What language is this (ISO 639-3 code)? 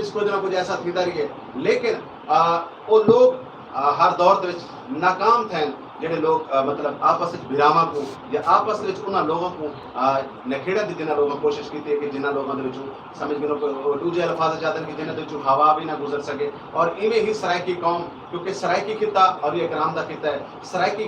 skr